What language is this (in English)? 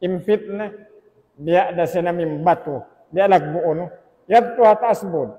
Tausug